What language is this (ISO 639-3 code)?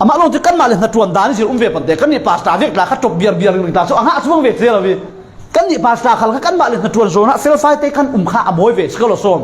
cfm